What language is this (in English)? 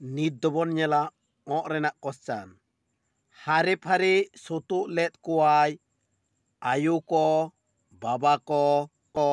Santali